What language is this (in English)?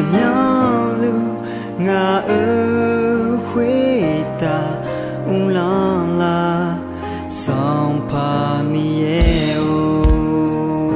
Akha